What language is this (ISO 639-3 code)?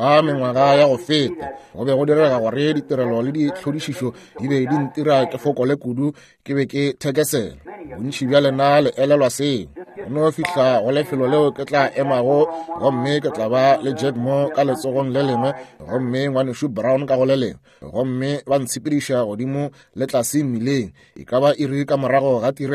nso